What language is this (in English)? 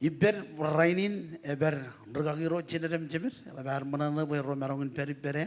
Marshallese